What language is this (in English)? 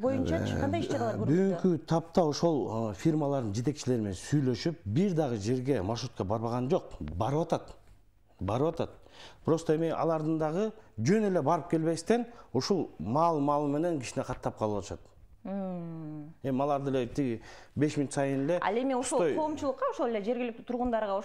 Kyrgyz